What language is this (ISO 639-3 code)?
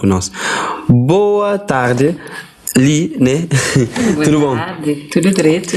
kea